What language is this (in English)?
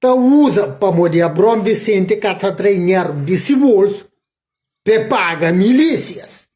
Kabuverdianu